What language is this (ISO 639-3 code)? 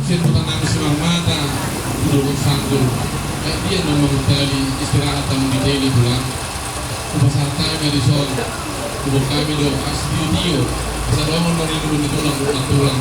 bbc